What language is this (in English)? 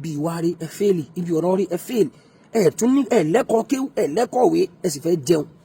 Yoruba